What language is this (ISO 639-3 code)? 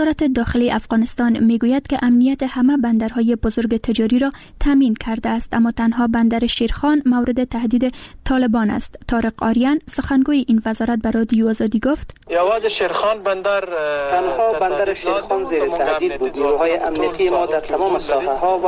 fas